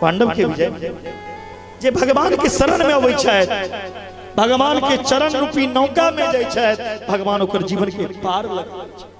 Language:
Maithili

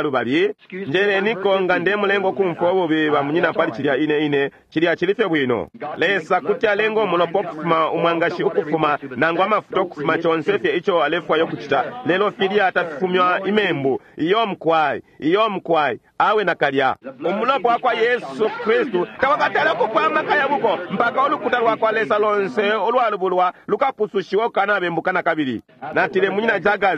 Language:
Bemba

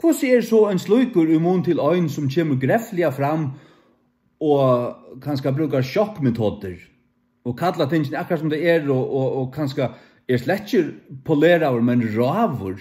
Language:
Faroese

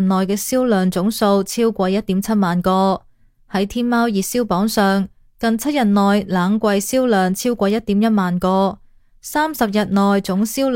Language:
Cantonese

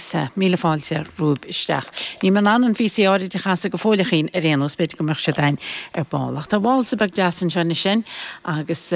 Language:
Irish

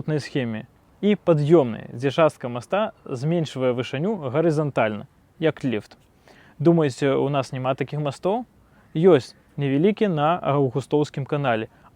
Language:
Belarusian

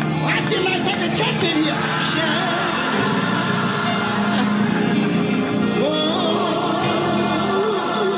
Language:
English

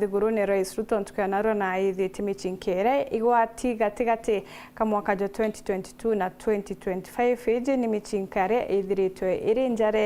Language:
Meru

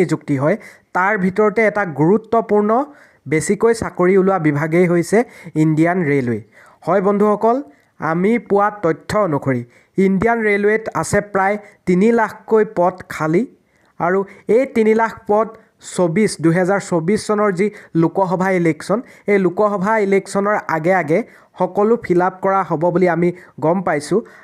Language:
Assamese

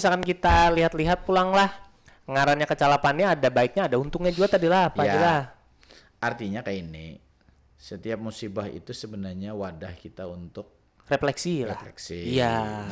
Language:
Banjar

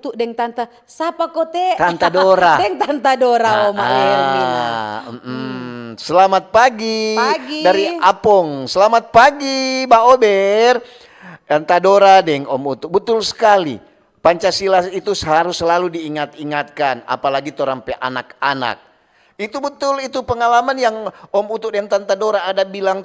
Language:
Manado Malay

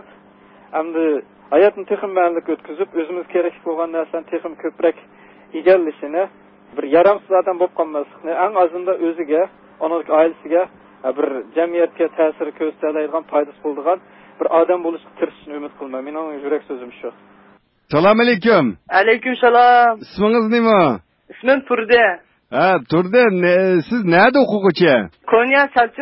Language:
Uyghur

